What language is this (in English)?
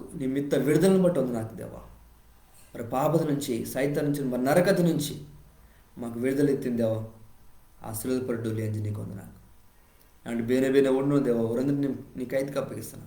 Koya